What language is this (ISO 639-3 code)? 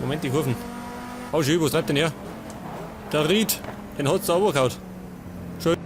bar